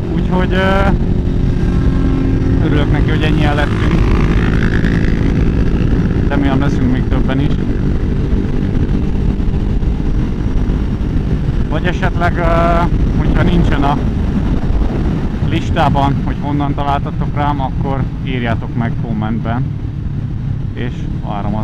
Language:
Hungarian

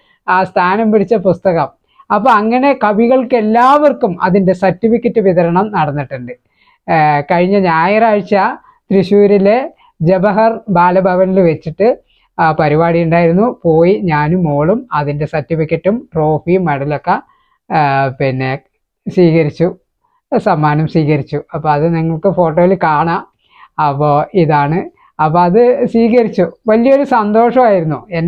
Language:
Malayalam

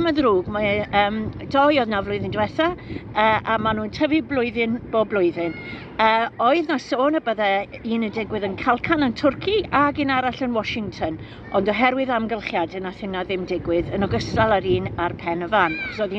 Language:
Welsh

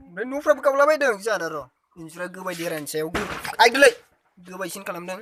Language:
Bodo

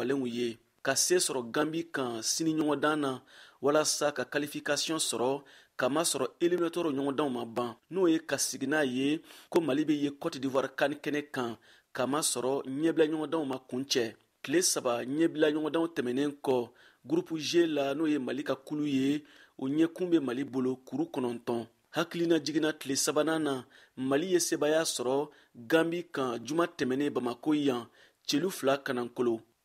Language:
Bambara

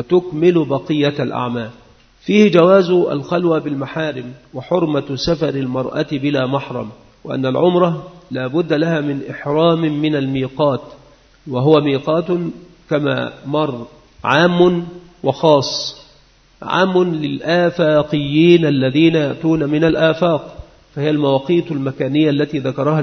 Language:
Arabic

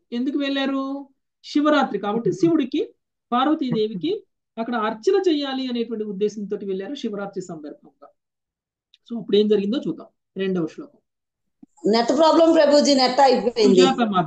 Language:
Telugu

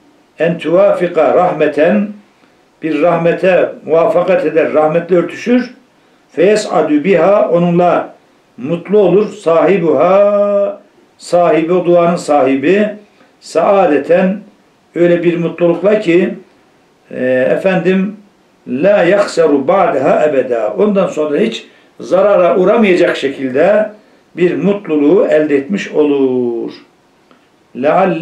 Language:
Turkish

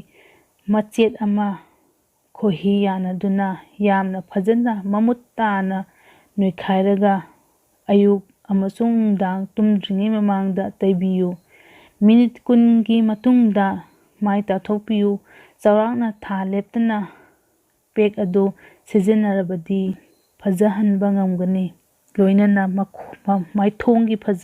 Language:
Manipuri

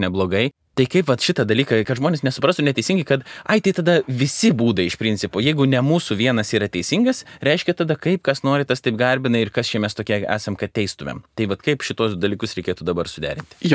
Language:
Lithuanian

